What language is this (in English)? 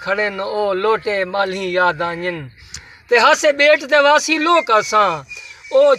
Saraiki